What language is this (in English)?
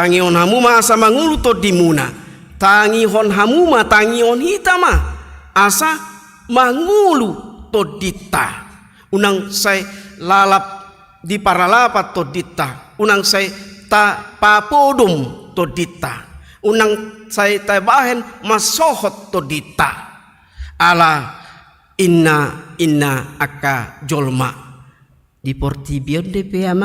Batak Toba